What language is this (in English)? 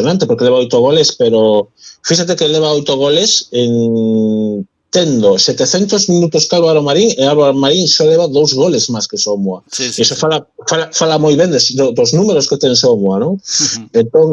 Galician